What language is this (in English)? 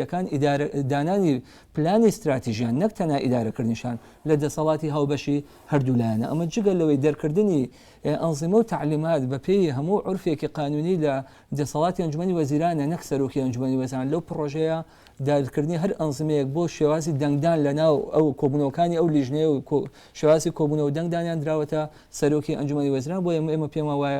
Central Kurdish